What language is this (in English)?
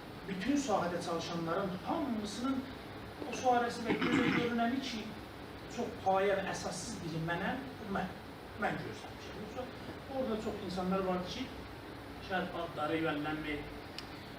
South Azerbaijani